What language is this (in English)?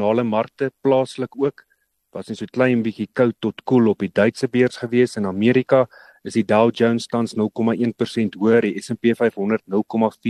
Afrikaans